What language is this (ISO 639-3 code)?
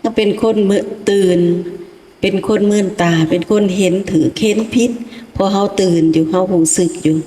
lao